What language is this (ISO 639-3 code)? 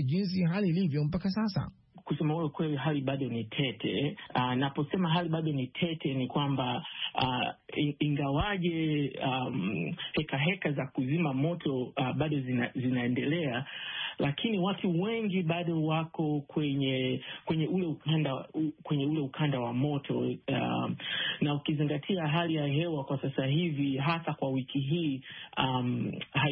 swa